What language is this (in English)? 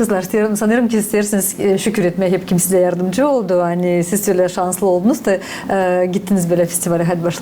Gagauz